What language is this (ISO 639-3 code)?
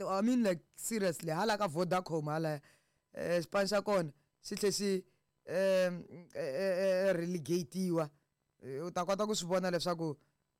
tso